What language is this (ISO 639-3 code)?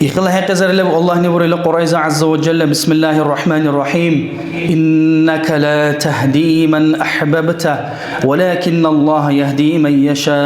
dar